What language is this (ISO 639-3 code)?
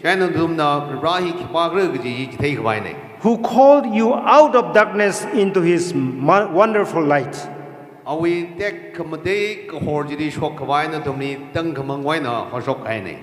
nmf